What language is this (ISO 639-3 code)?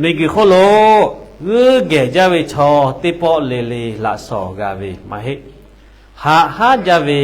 lhu